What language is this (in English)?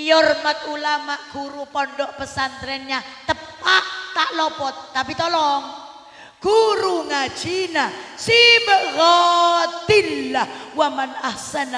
Madurese